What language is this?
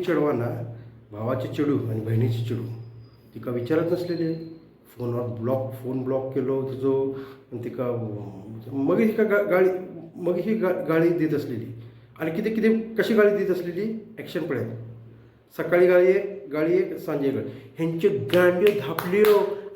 Konkani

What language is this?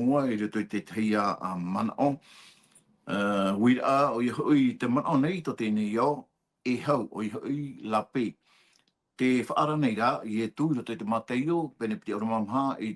Tahitian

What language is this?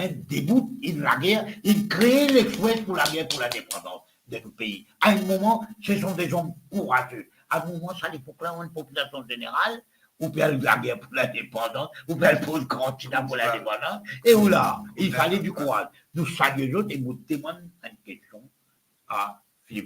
Morisyen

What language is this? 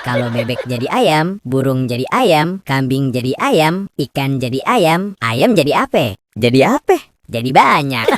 Betawi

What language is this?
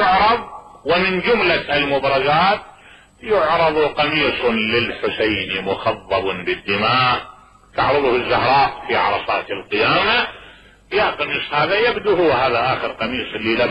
Mesopotamian Arabic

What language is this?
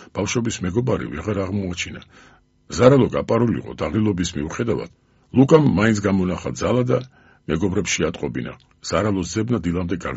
Georgian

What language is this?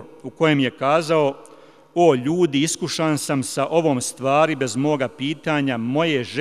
Bosnian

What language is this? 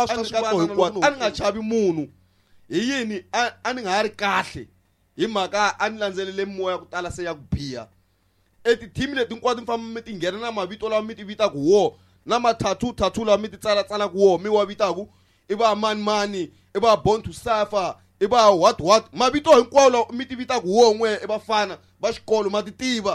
Tsonga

